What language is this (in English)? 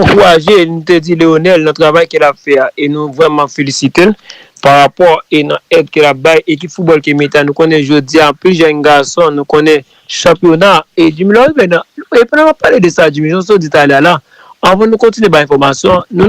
Haitian Creole